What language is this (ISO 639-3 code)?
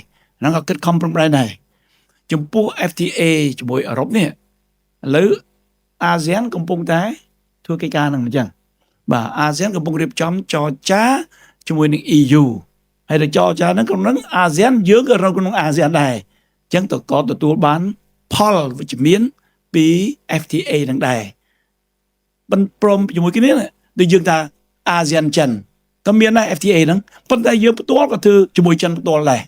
khm